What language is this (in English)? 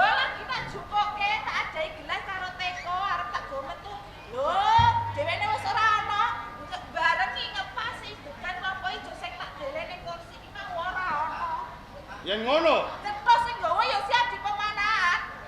Javanese